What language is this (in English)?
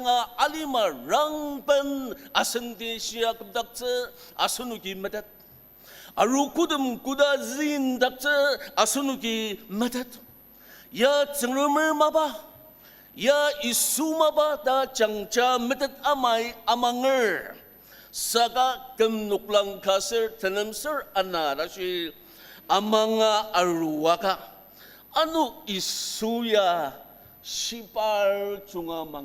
Ao Naga